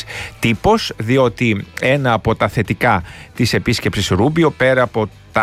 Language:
Greek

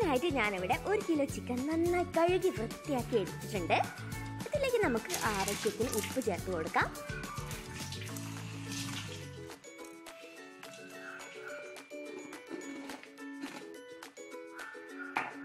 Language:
Malayalam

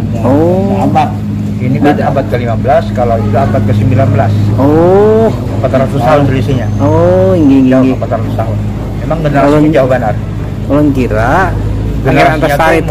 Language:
Banjar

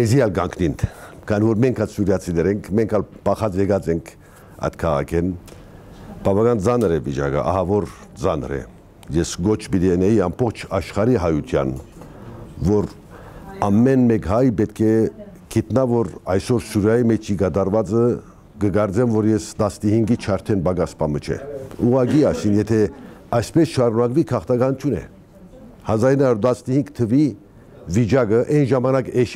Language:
Armenian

